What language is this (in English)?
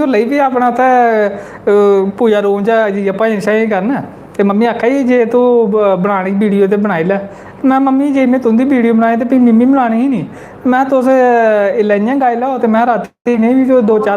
Dogri